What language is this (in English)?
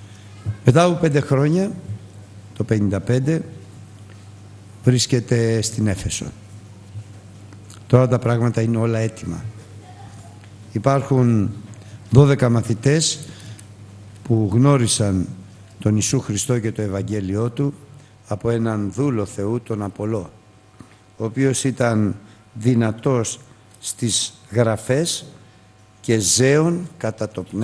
Greek